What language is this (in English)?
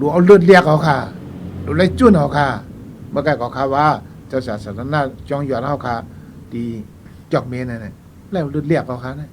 Shan